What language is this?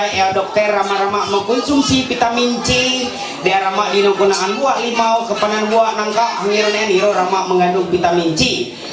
Ma'anyan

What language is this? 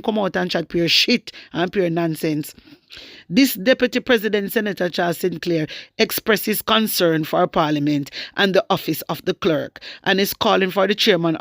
Jamaican Creole English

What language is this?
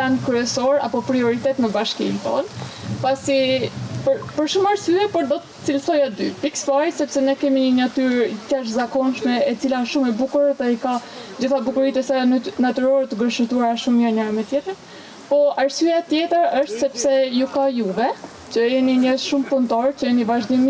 Albanian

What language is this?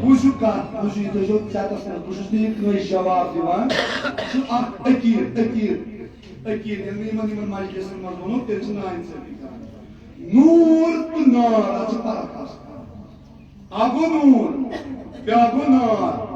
Kashmiri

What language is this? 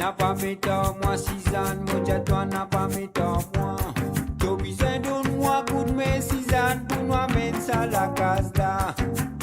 Morisyen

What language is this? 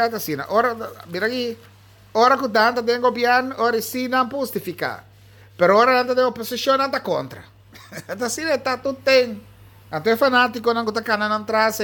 Papiamento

